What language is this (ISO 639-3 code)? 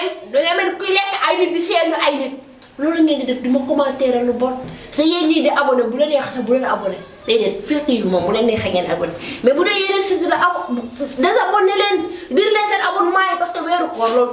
wol